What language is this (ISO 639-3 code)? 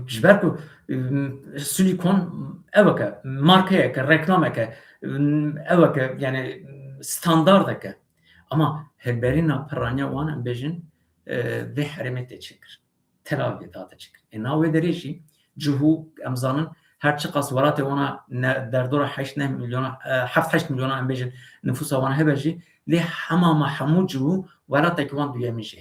kur